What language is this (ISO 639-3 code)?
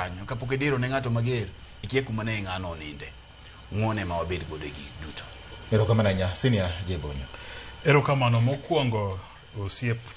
luo